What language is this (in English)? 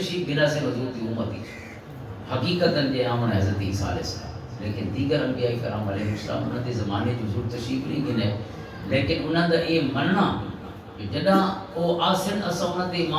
Western Panjabi